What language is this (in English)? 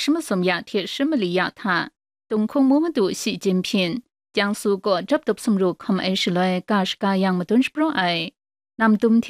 Kachin